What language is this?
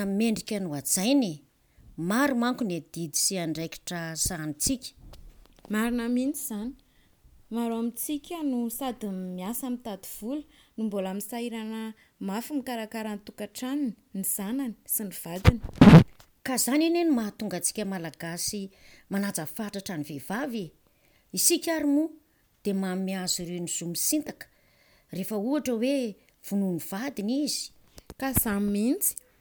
Malagasy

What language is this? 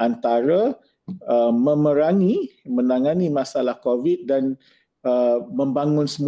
Malay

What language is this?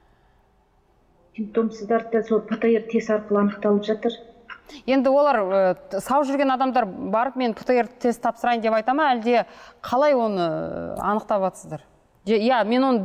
Kazakh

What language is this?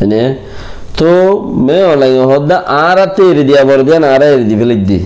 Rohingya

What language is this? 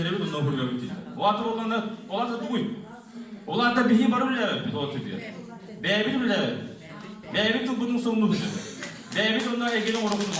Yakut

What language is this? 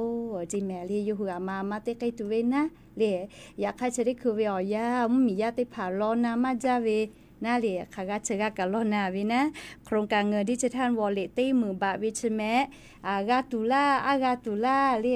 Lahu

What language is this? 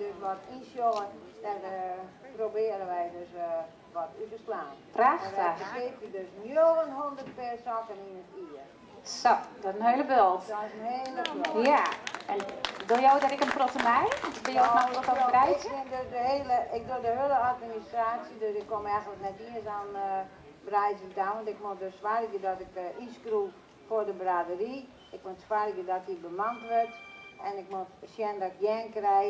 Western Frisian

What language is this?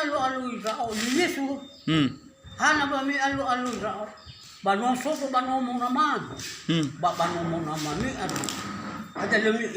Nias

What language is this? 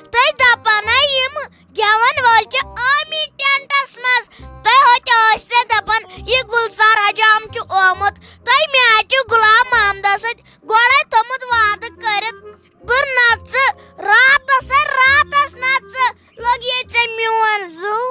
Kashmiri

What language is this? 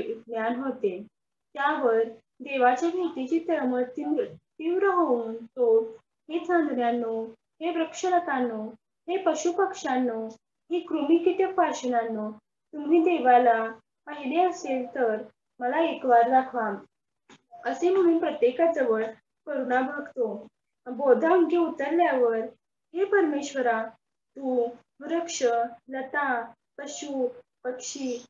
Marathi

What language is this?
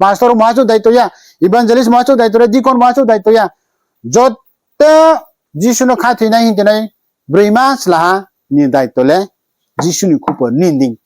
Riang (India)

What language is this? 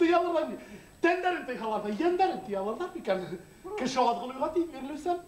Bashkir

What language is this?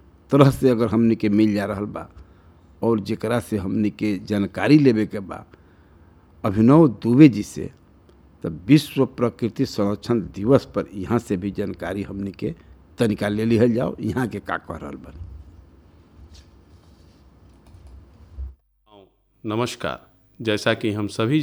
Bhojpuri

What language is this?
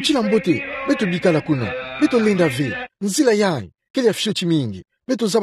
Kituba (Democratic Republic of Congo)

